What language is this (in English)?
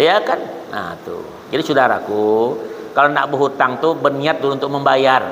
Banjar